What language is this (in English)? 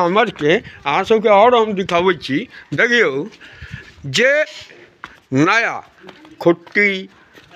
Maithili